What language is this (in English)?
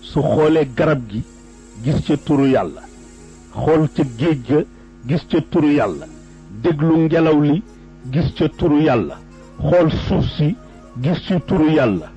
Wolof